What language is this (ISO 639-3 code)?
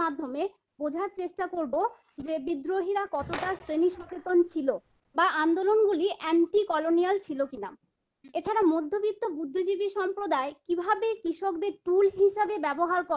ben